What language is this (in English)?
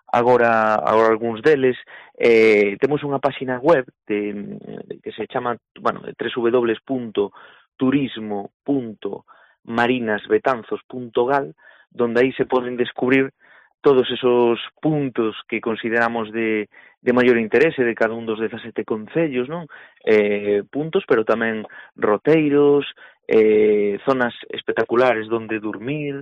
Galician